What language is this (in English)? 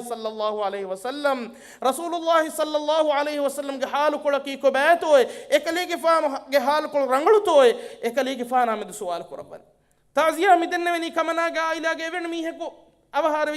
Divehi